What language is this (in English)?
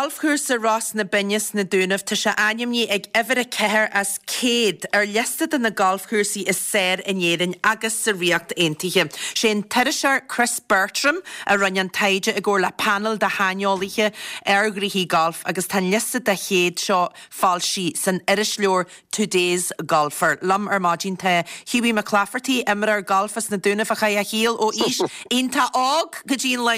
Irish